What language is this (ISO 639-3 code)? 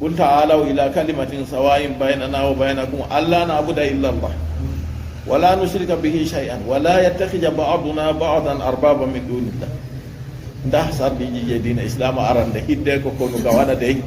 ful